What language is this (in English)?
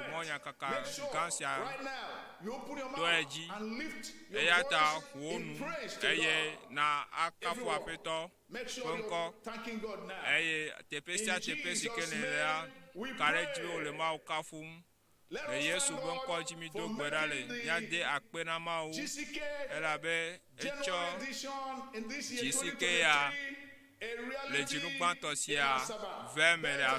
Ewe